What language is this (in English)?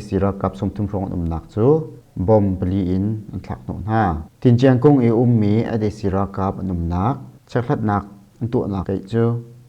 Hakha Chin